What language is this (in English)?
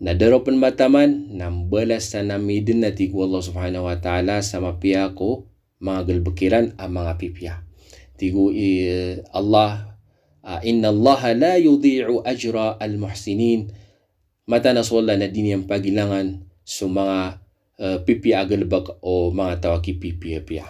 Maranao